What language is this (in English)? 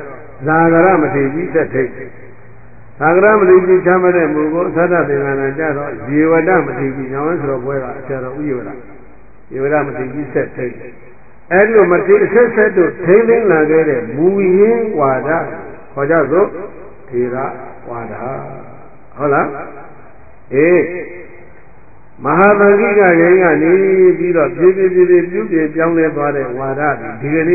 Burmese